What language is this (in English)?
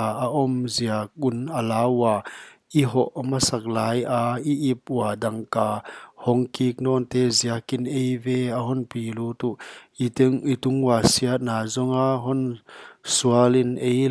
Paite Chin